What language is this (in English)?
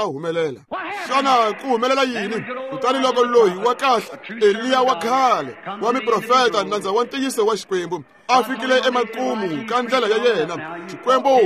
Tsonga